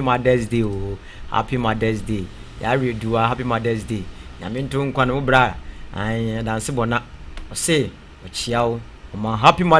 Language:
Akan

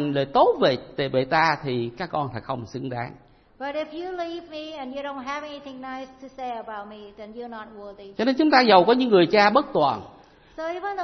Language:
Vietnamese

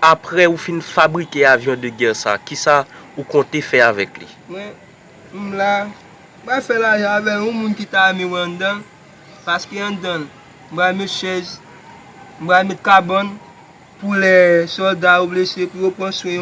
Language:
Haitian Creole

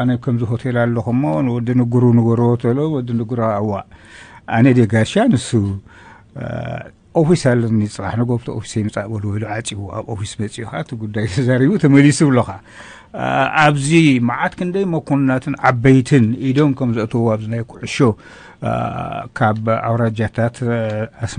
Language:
Tigrinya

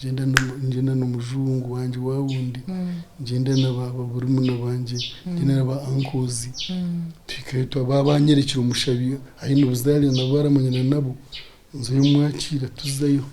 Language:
Nyankole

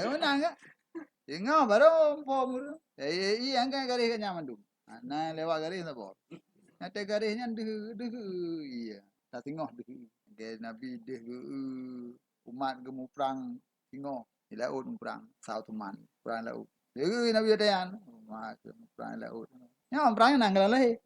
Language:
Achinese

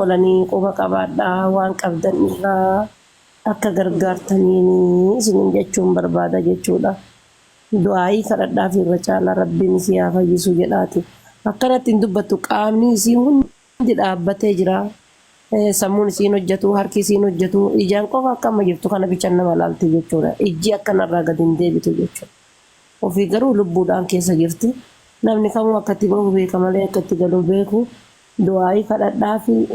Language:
Oromo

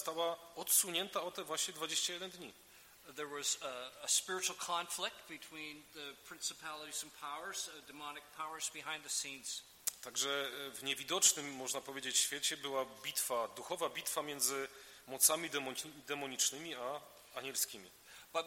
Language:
Polish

